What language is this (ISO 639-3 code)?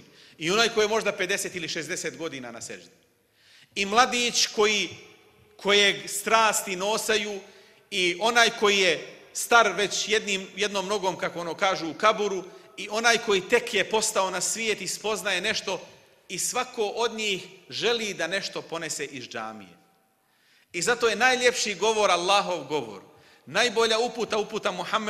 bos